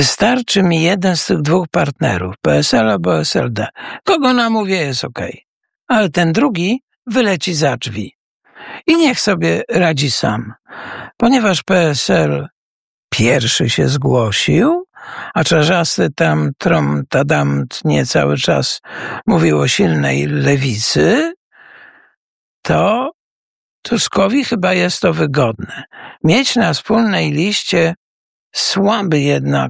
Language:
Polish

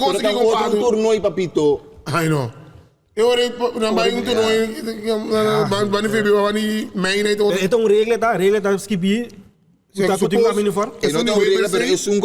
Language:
Papiamento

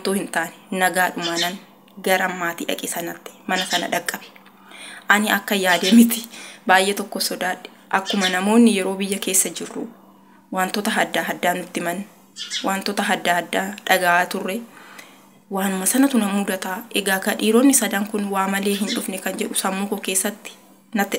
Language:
Oromo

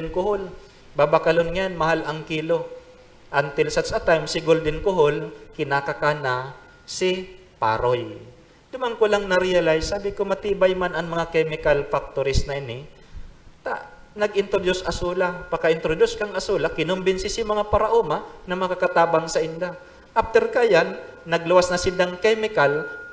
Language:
Bikol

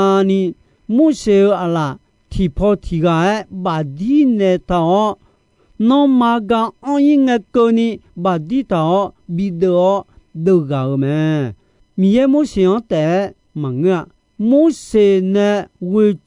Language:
Akha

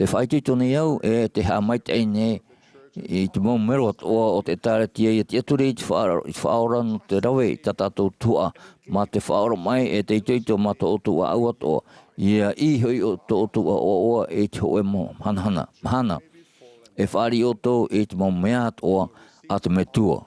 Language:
Tahitian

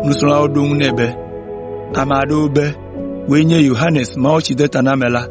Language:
Ewe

